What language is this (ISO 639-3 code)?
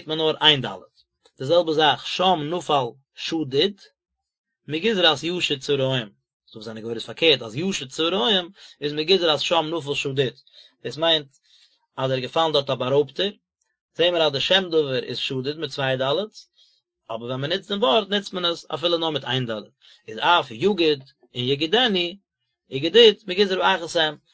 yid